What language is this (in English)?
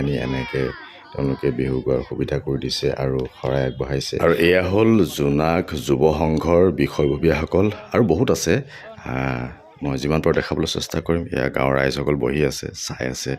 Assamese